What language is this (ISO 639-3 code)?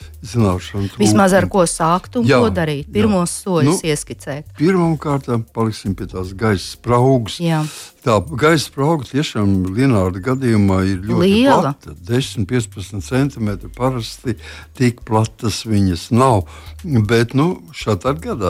lav